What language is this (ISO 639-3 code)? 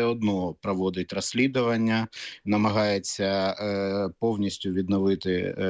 ukr